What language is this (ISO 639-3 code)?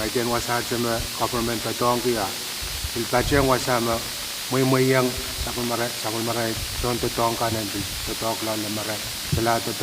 pon